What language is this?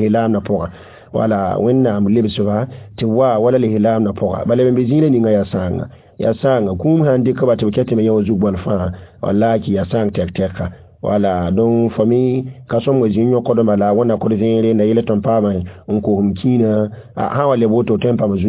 Mossi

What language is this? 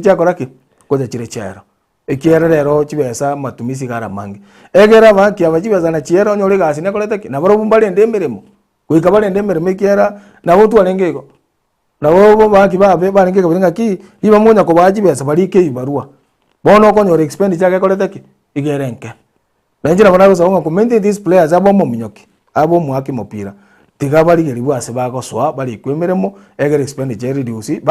Gusii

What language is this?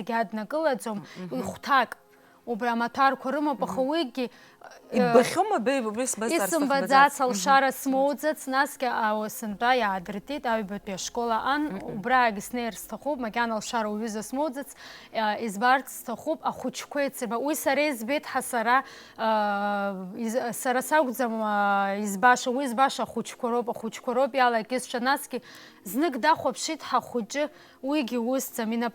Abkhazian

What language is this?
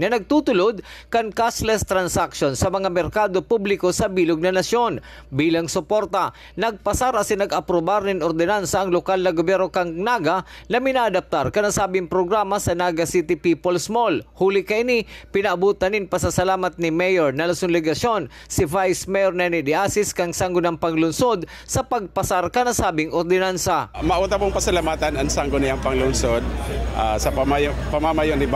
Bikol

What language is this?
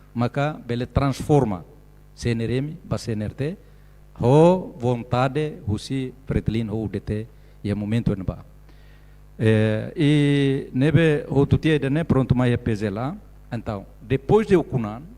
Tetum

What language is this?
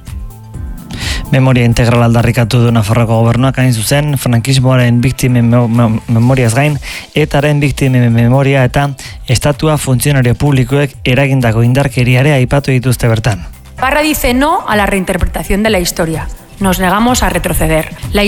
Basque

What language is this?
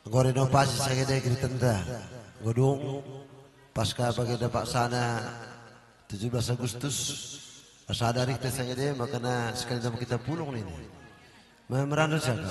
Batak Karo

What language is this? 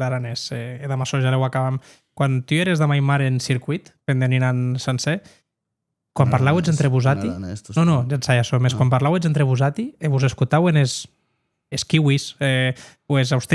Occitan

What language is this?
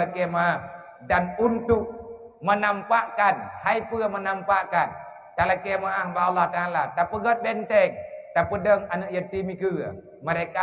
Achinese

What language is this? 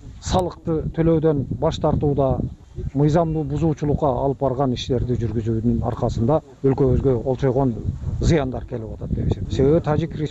Kyrgyz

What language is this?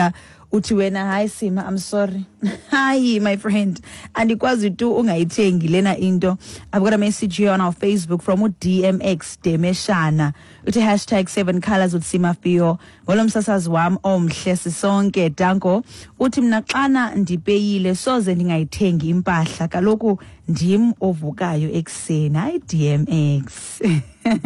Xhosa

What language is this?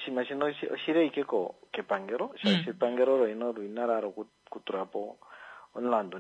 Kuanyama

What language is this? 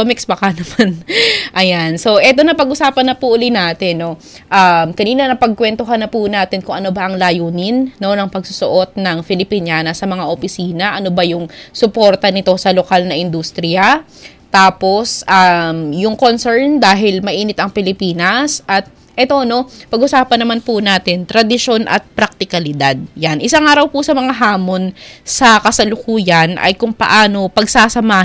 Filipino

